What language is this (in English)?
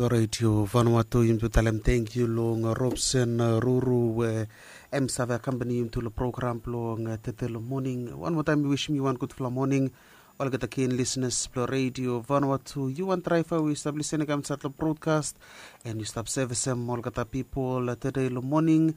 Bislama